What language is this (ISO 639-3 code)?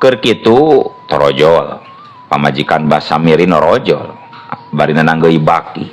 sun